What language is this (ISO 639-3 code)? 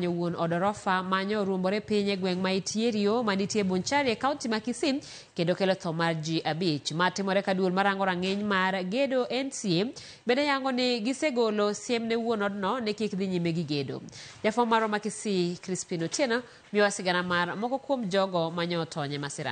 luo